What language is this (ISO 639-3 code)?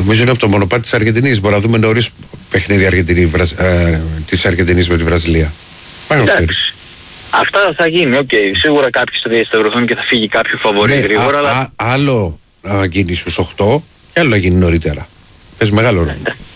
ell